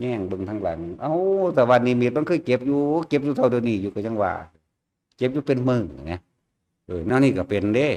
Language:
Lao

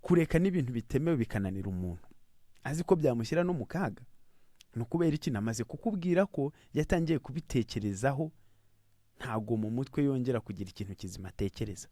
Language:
Kinyarwanda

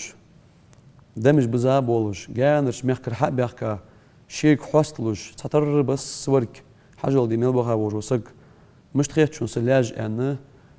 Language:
Ingush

